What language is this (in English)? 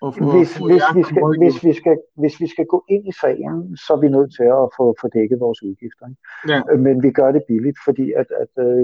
Danish